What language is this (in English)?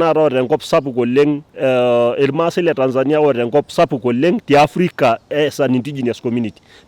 Masai